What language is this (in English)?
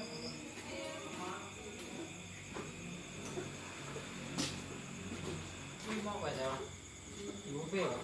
Lao